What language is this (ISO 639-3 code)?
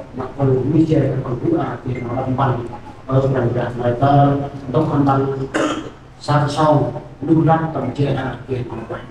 cmo